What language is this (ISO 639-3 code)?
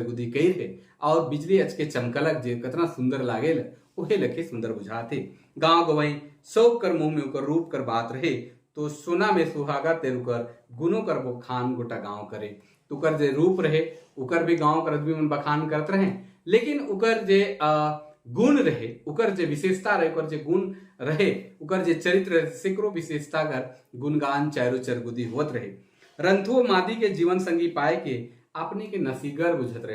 sck